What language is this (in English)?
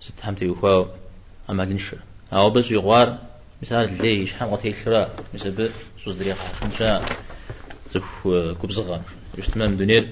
Kabardian